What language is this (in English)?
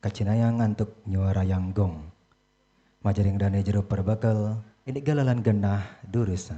Balinese